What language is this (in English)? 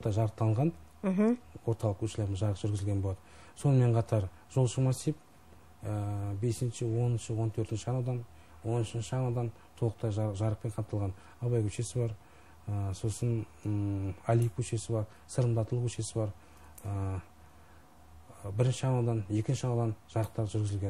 Kazakh